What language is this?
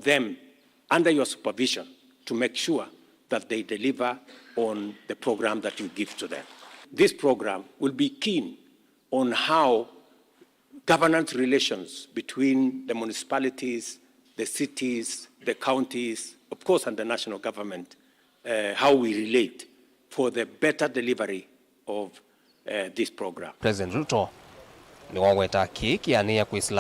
Kamba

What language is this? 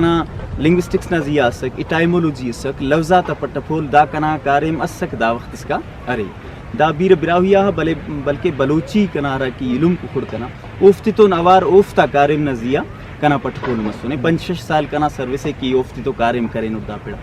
Brahui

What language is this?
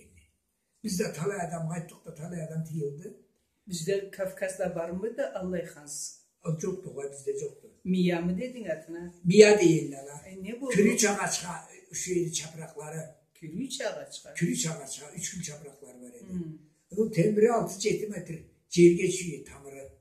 Karachay-Balkar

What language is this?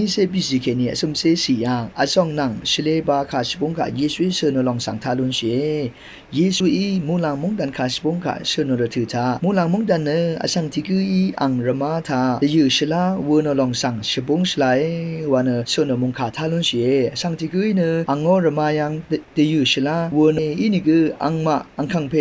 Rawang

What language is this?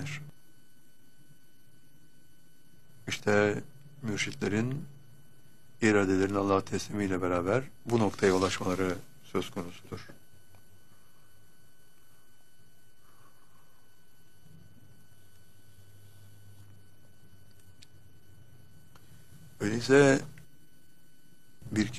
Turkish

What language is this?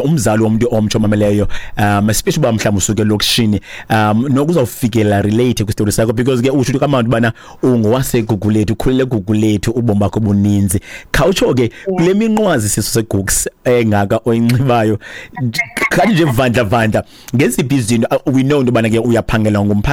Xhosa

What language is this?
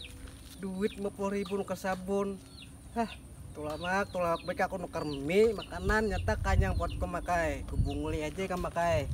Banjar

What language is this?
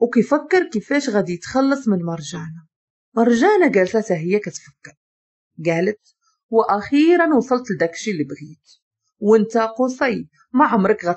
Moroccan Arabic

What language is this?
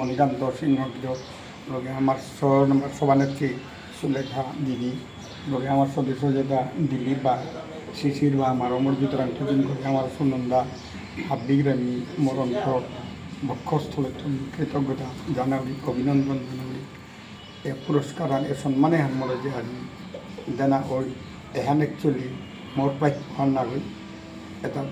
Bishnupriya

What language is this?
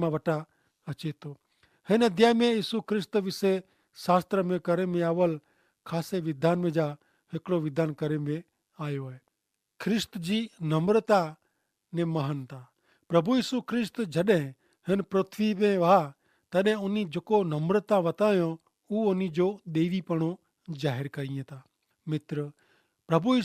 Kachhi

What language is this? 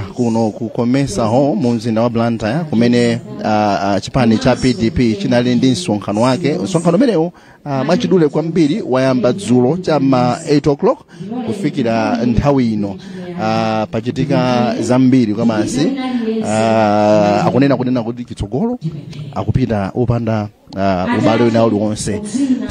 Nyanja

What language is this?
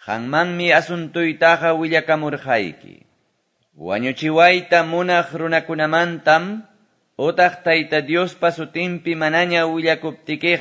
Quechua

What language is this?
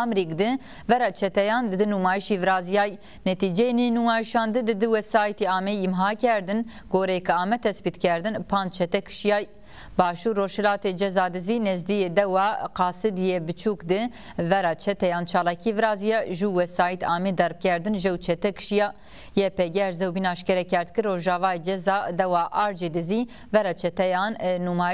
Zaza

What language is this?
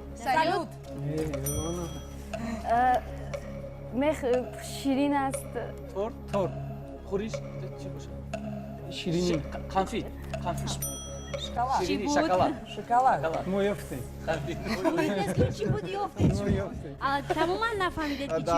Tajik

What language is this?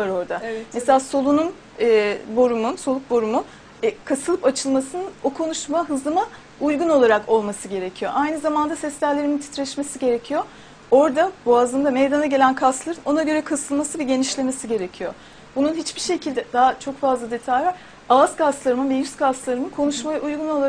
Turkish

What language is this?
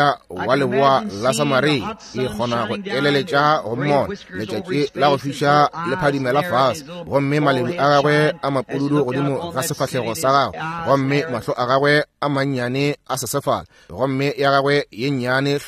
Northern Sotho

